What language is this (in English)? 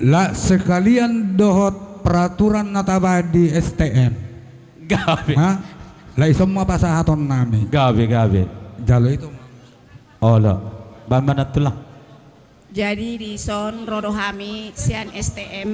Batak Toba